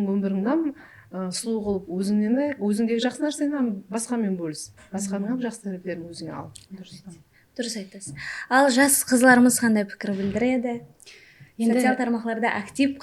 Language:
Kara-Kalpak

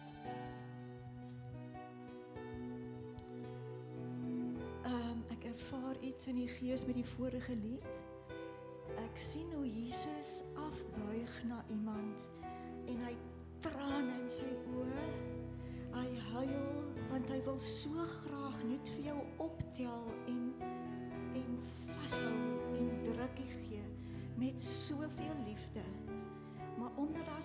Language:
Afrikaans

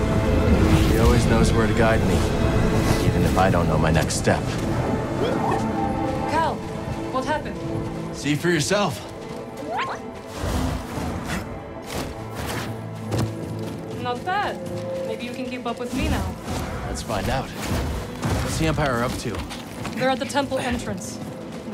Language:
English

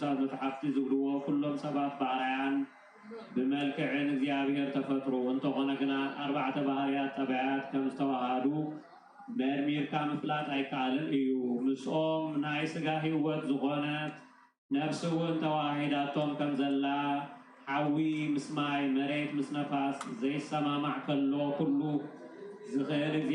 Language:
Tigrinya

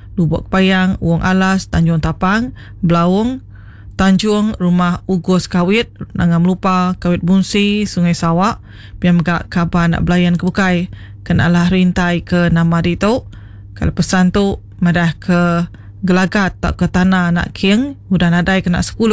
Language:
Iban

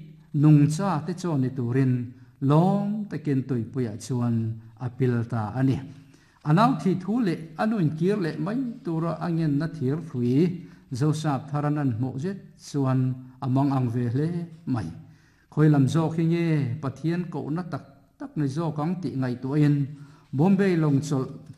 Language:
Mizo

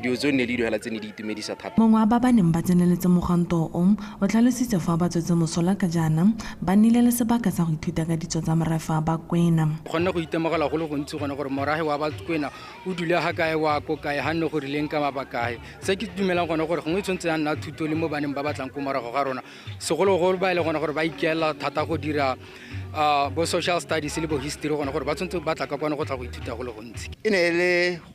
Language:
Tswana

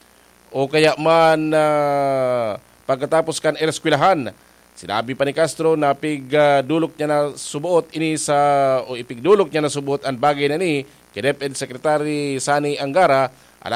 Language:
Bikol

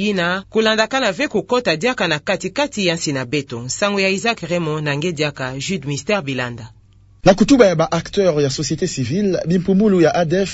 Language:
Kituba (Democratic Republic of Congo)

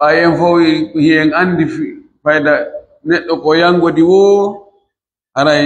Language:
Pular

